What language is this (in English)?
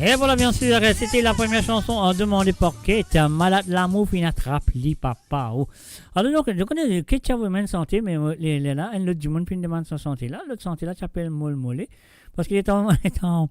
Morisyen